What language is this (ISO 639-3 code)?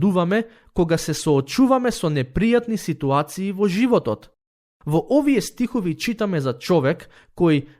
mkd